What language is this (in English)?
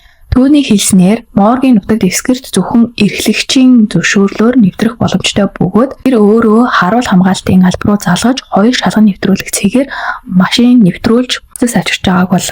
Mongolian